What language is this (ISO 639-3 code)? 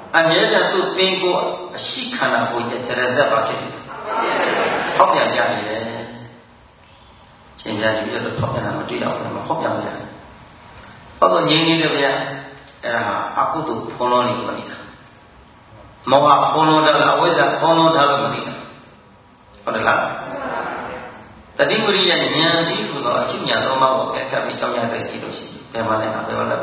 mya